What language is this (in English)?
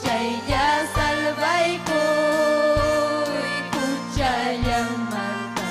Ayacucho Quechua